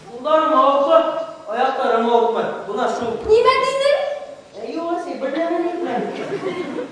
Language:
Bashkir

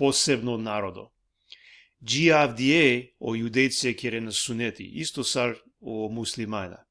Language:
Balkan Romani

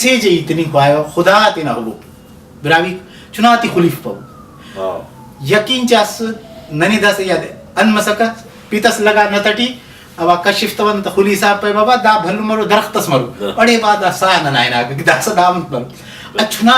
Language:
Brahui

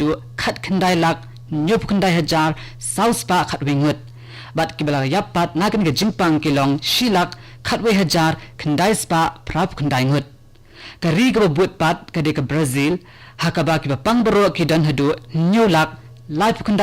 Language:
Khasi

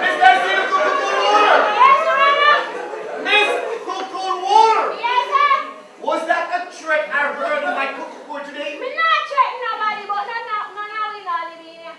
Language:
Jamaican Creole English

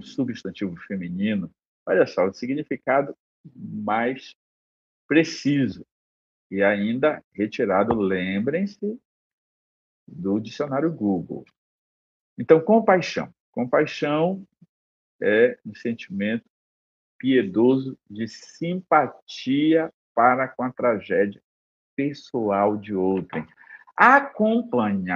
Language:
Portuguese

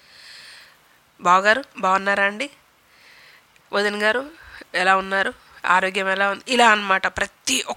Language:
Telugu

